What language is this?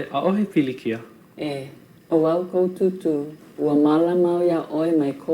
Hawaiian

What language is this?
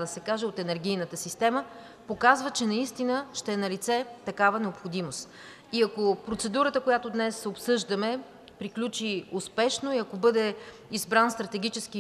Bulgarian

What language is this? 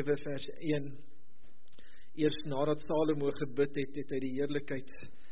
Afrikaans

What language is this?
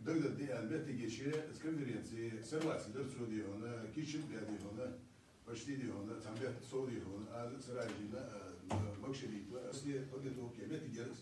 Ingush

